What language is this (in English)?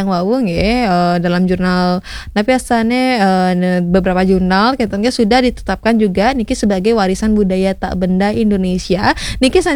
Balinese